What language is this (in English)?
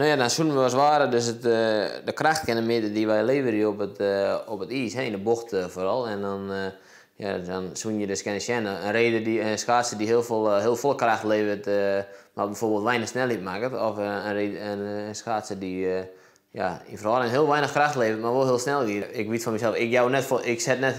Western Frisian